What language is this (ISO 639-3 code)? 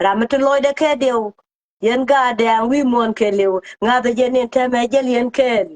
nus